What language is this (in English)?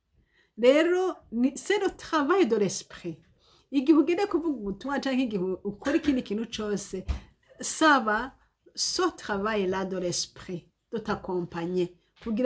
Rundi